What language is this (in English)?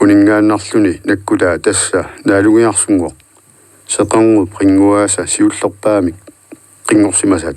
Kalaallisut